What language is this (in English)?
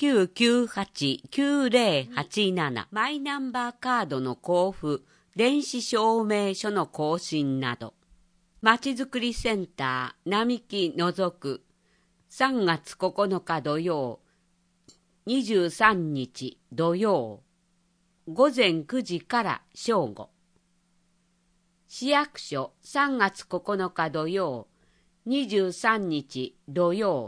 Japanese